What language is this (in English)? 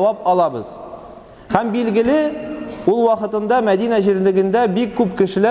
Tatar